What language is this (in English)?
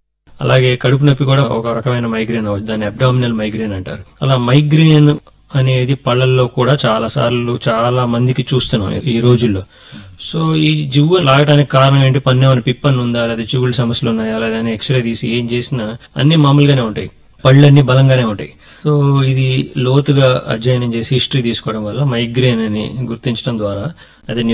Telugu